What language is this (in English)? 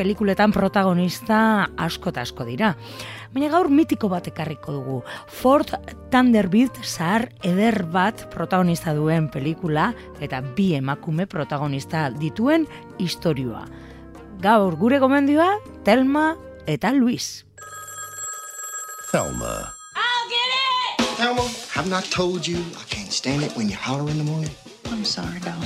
Basque